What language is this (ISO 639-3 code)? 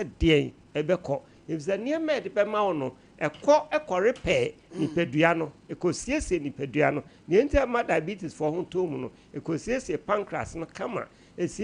aka